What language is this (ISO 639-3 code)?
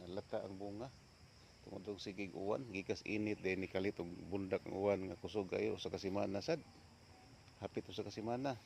ceb